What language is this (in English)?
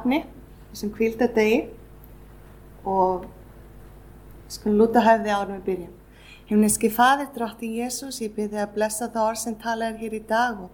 Icelandic